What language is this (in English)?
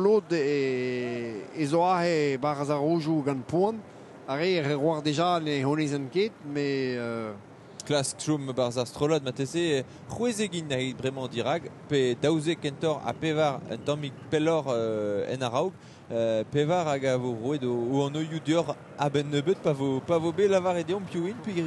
Breton